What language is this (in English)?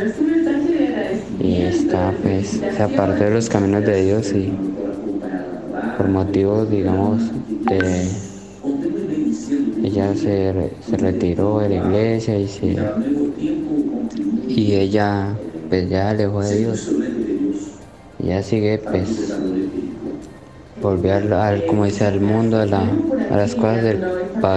Spanish